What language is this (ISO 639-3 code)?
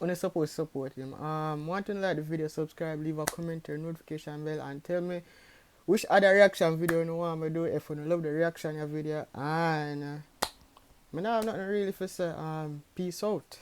jam